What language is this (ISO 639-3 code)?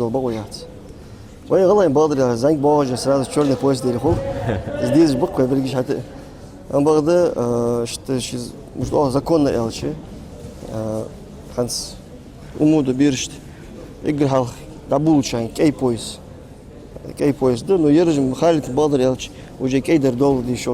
inh